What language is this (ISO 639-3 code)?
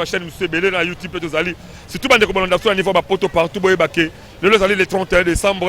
lin